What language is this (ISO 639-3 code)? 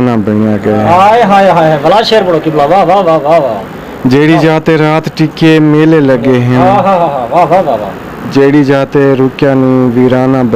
skr